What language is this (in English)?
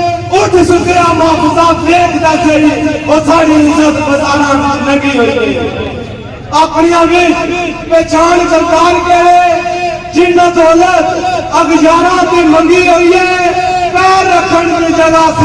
Pahari-Potwari